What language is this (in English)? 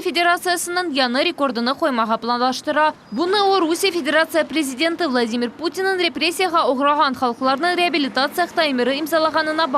Crimean Tatar